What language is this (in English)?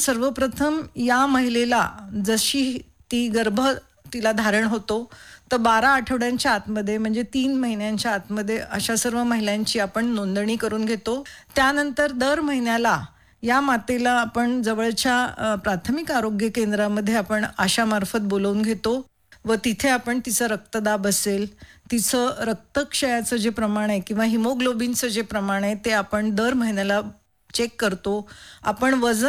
Marathi